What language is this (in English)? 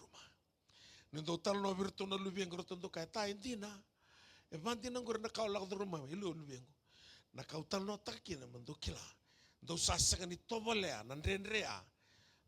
Fijian